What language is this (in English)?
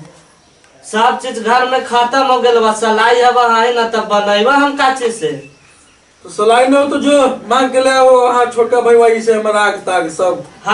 Magahi